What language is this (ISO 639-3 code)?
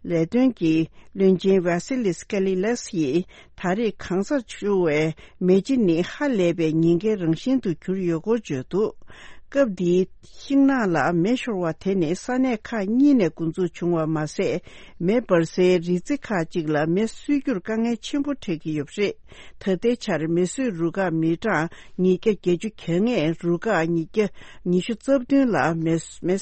bod